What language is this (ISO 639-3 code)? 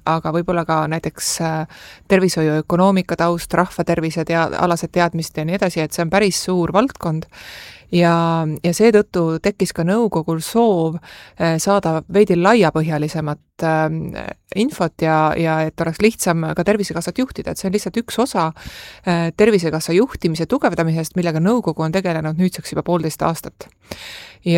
est